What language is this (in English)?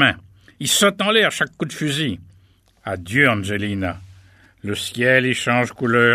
French